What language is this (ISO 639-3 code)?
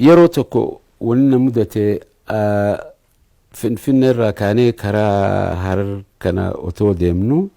orm